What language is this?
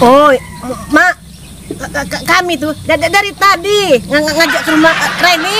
Musi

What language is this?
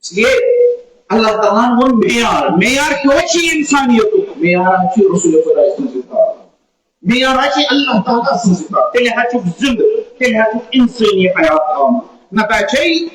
Kashmiri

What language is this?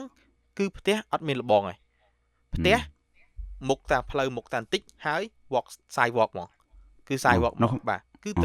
Khmer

